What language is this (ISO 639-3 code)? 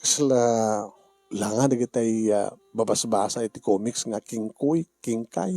ilo